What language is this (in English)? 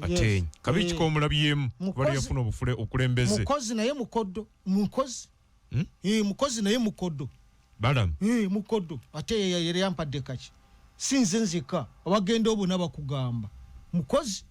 Ganda